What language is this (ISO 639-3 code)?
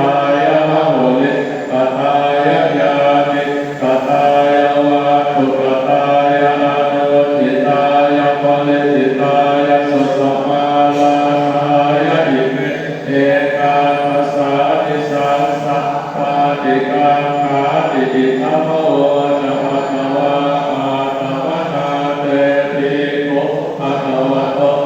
pli